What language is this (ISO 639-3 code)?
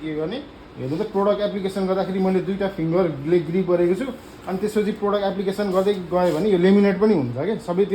nep